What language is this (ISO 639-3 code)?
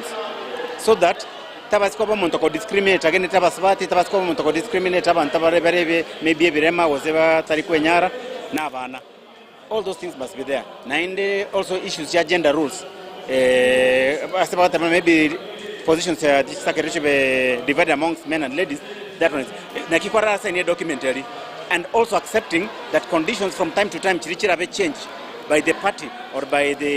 guz